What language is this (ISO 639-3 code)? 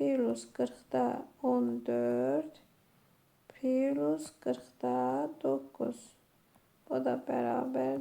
aze